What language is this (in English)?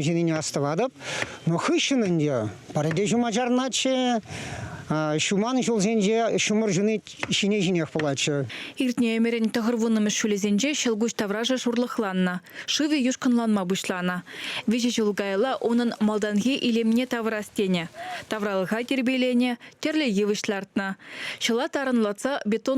Chuvash